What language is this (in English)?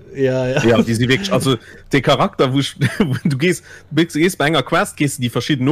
Luxembourgish